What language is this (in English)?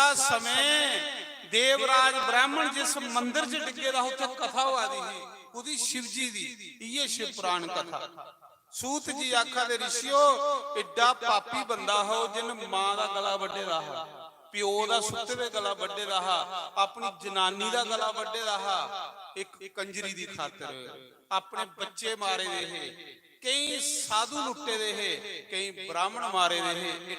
Dogri